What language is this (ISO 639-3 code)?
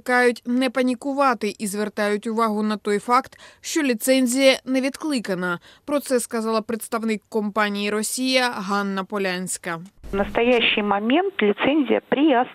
ukr